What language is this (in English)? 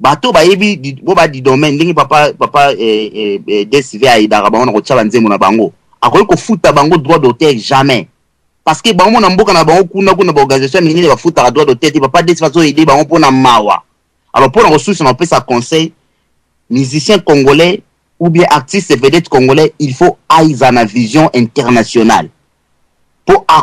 Lingala